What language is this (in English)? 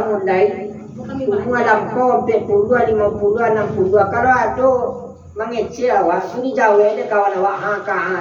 Minangkabau